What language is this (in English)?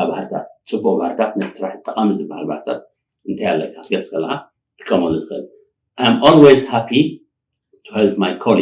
Tigrinya